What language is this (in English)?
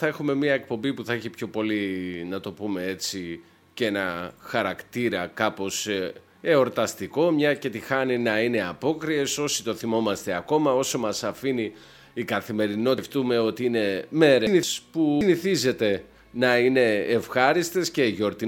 Greek